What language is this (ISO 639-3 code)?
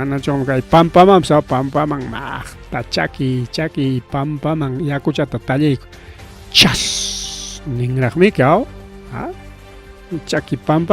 quy